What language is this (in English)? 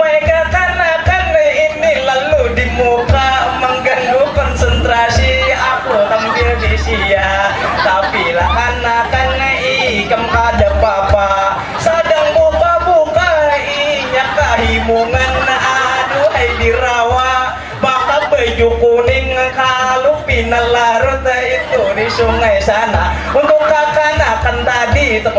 Banjar